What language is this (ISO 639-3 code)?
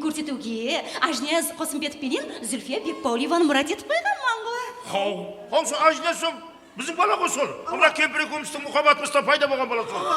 kaa